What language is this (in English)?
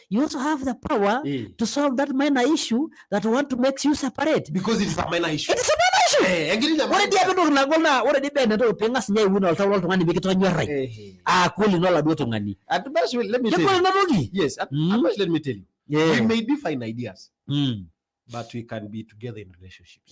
Masai